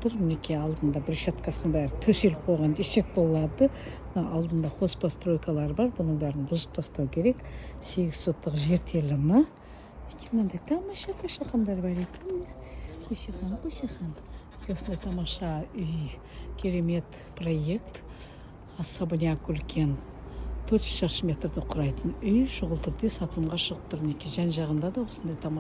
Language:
Kazakh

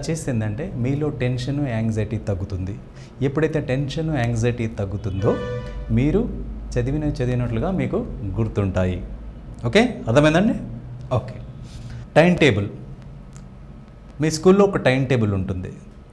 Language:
Telugu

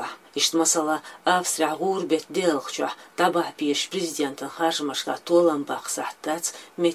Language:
Chechen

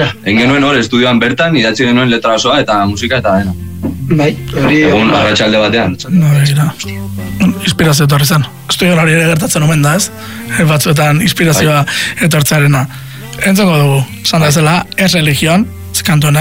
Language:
Basque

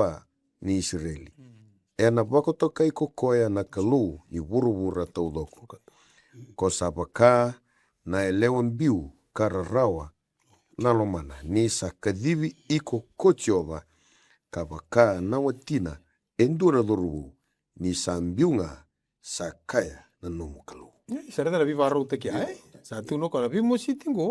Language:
Fijian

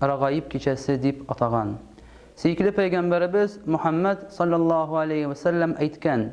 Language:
Tatar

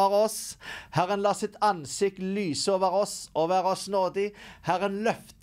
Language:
Norwegian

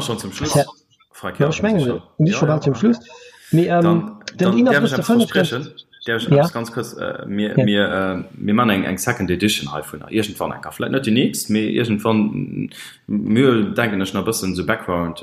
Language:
Luxembourgish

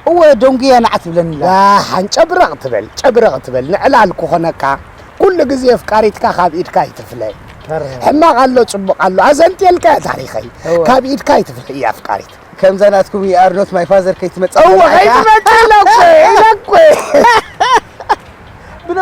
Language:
Tigrinya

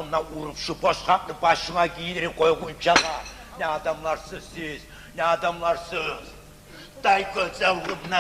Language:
Kumyk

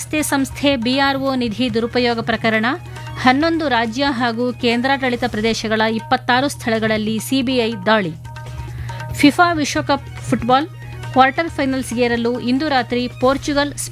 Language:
Kannada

